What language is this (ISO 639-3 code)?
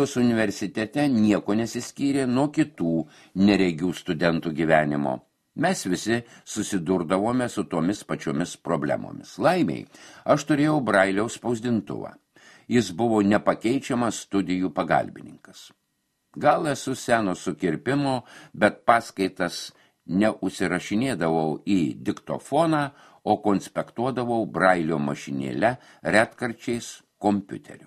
lit